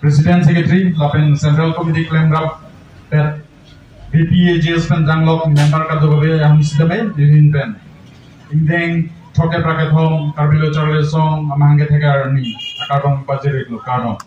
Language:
Karbi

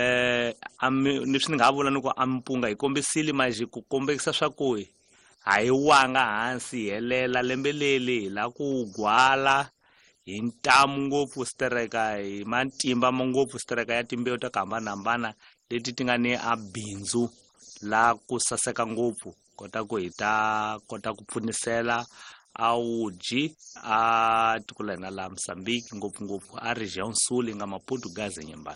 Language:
Tsonga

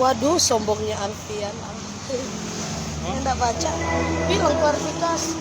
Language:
Manado Malay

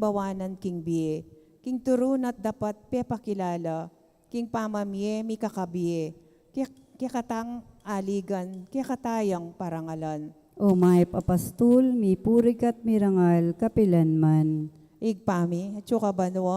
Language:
Pampanga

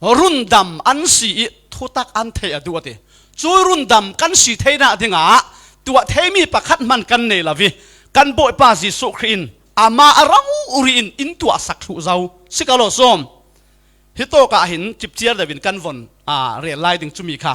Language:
Falam Chin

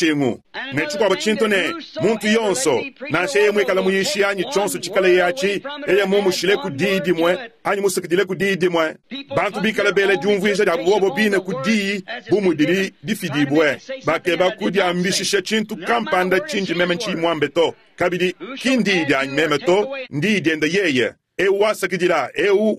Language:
Luba-Lulua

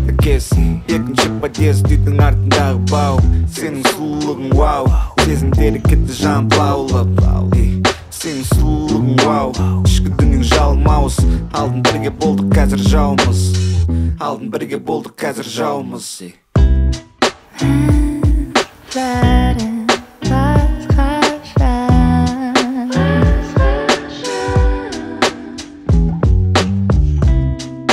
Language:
Kazakh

